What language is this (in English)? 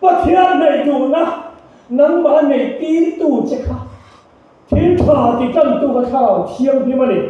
Mizo